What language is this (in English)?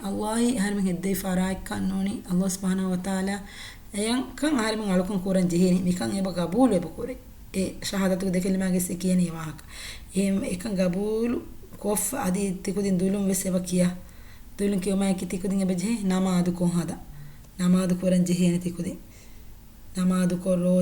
Divehi